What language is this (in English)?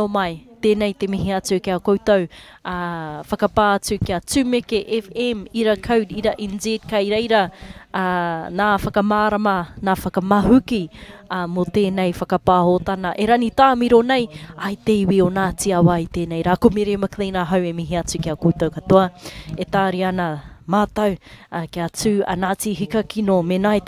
Māori